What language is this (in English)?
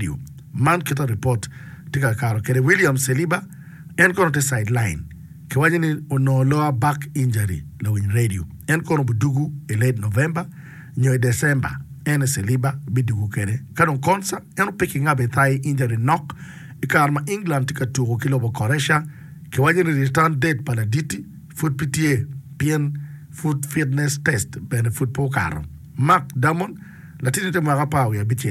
Acoli